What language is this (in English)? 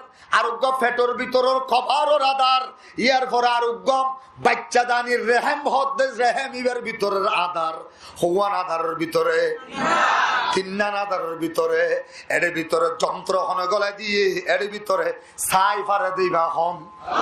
Rohingya